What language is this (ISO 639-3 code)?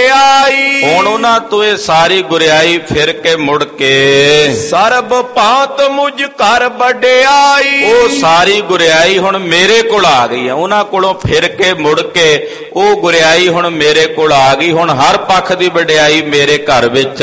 pan